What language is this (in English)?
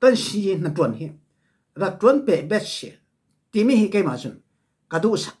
Falam Chin